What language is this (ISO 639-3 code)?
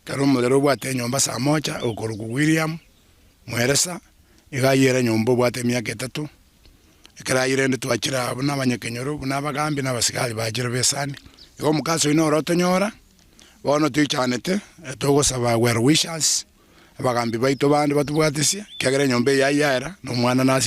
guz